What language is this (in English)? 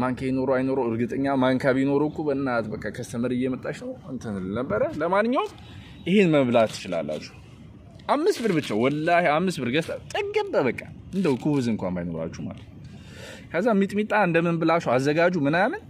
Amharic